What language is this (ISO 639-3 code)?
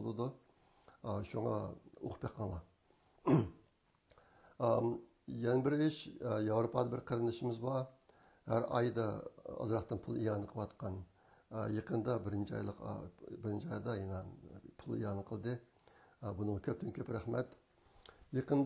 uig